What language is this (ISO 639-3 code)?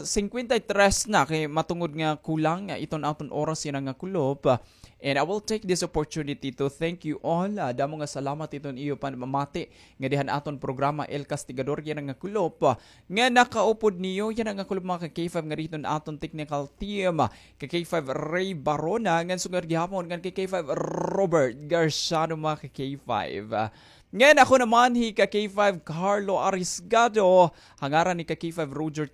war